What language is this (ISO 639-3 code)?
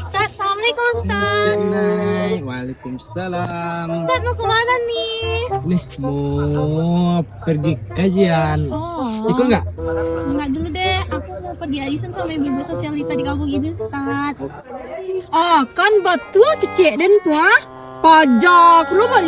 min